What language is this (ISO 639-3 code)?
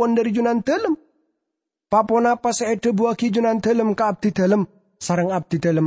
mad